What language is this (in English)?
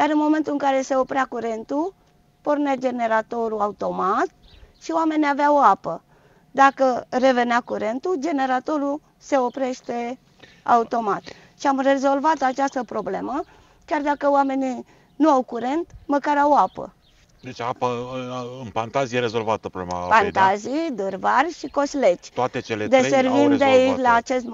Romanian